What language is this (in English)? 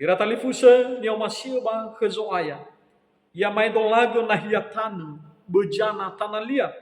Nias